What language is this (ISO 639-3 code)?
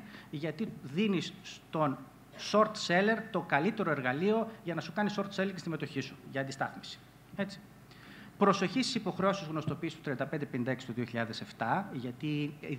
ell